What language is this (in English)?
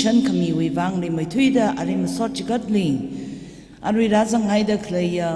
Tangkhul Naga (India)